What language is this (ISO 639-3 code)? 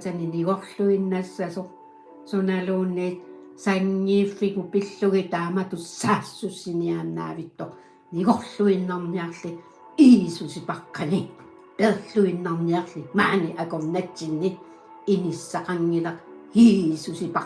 kal